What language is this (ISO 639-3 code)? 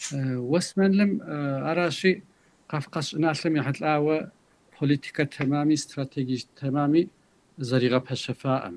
kbd